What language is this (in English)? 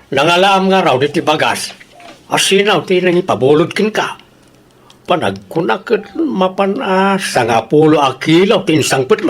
Iloko